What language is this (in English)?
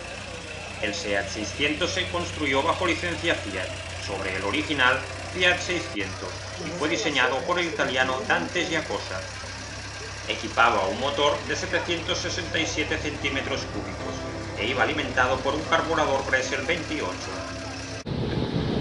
Spanish